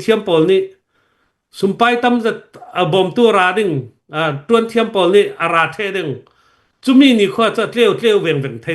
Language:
Hakha Chin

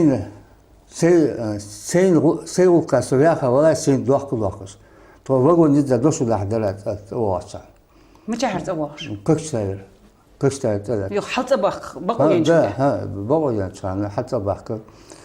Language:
Ingush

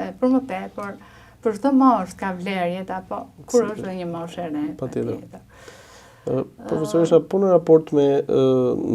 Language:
Albanian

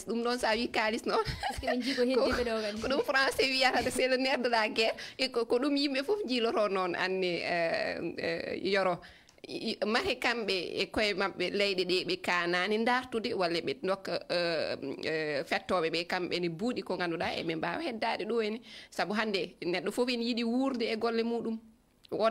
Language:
Fula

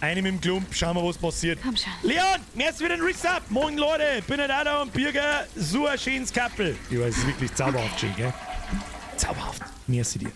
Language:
Bavarian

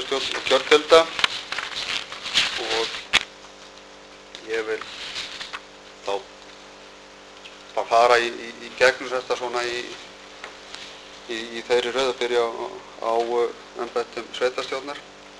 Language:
Icelandic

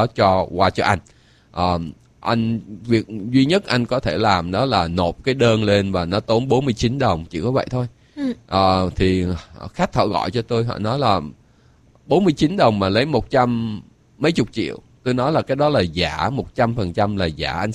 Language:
Vietnamese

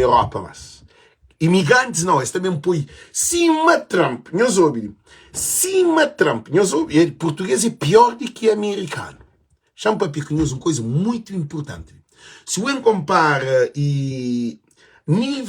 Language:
Kabuverdianu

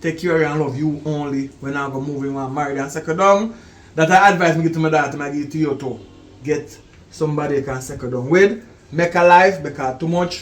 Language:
Jamaican Creole English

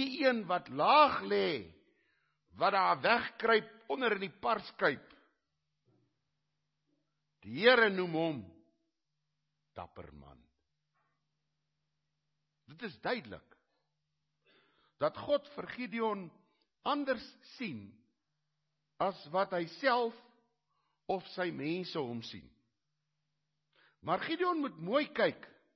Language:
Afrikaans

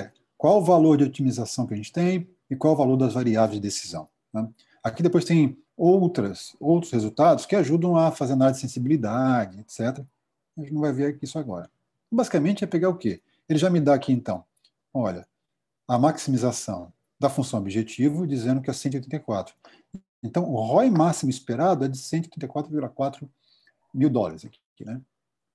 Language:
Portuguese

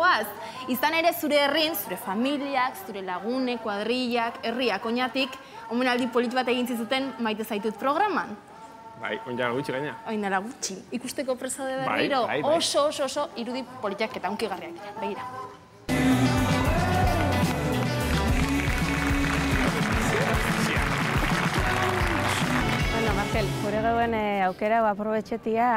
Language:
Basque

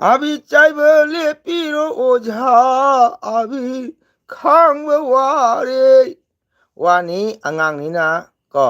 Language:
Manipuri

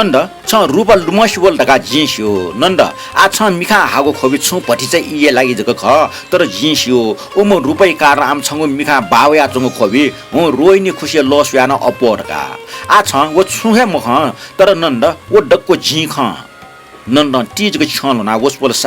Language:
Newari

